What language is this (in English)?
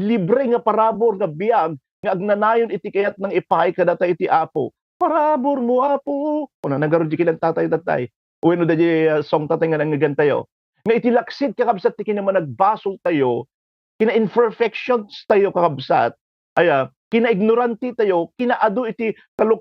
Iloko